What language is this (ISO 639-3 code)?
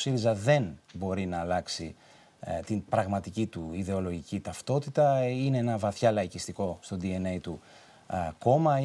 ell